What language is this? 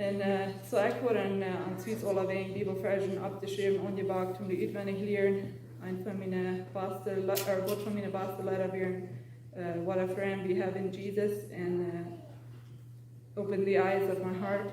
Plautdietsch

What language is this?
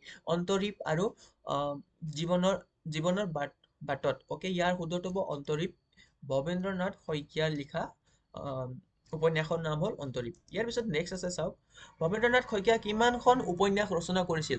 Assamese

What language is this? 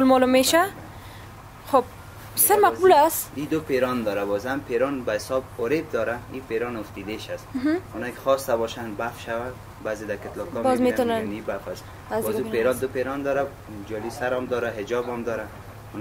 Persian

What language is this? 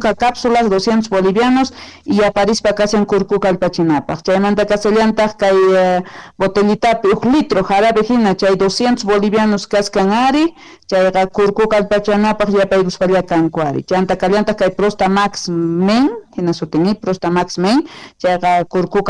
South Bolivian Quechua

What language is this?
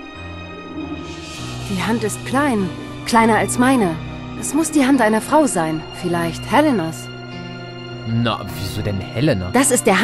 German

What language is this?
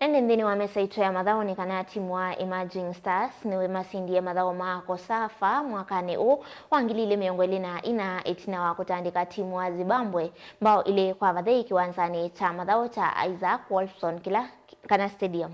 Kamba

